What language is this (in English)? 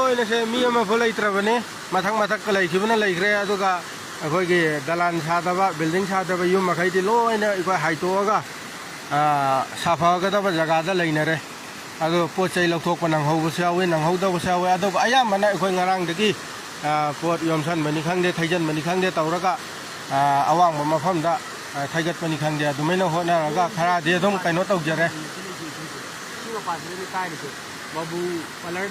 Manipuri